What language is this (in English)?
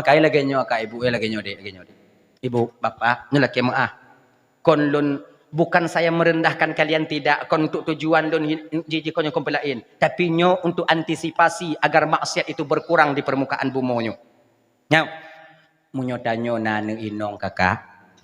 Achinese